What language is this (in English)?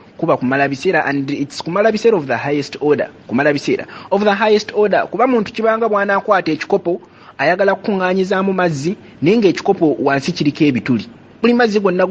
Ganda